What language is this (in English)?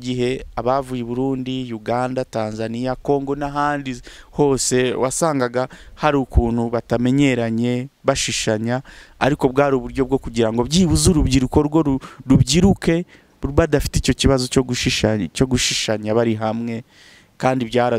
Kinyarwanda